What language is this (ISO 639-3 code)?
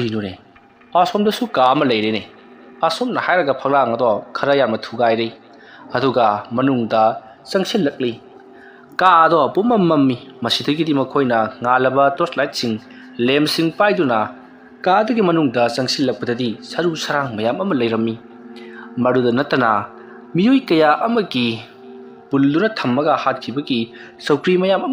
mni